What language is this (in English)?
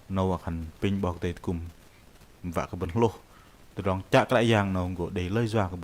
Bahnar